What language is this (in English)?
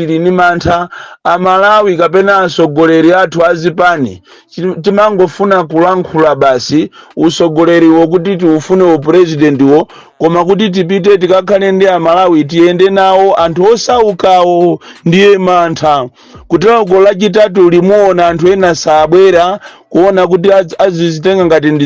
Nyanja